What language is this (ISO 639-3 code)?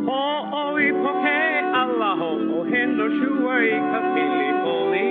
haw